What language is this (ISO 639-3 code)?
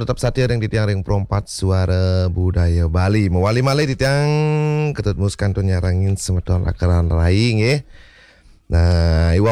ban